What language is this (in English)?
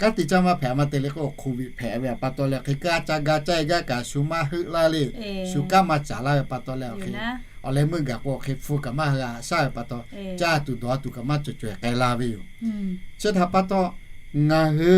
Lahu